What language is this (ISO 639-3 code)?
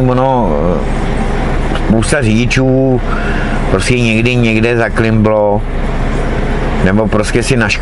ces